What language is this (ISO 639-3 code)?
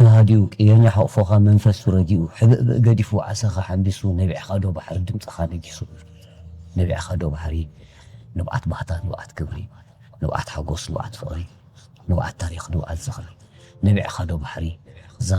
tir